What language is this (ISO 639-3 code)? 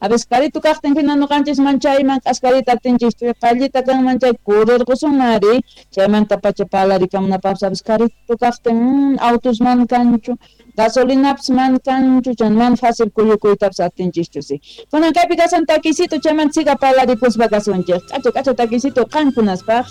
quh